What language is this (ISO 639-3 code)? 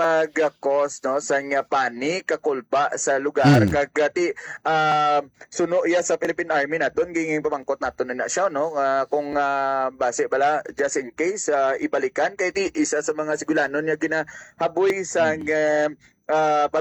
hil